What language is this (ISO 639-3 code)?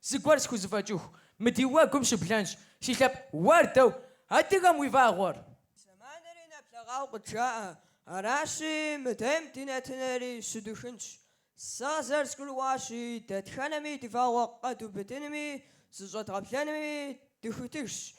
kbd